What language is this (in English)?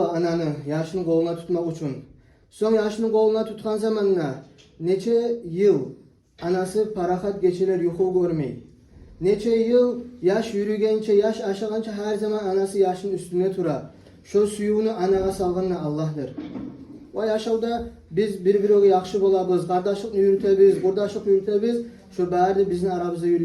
Kumyk